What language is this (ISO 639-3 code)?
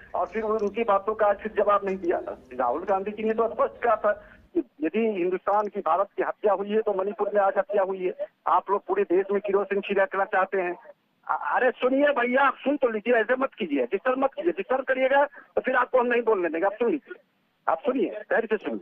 hin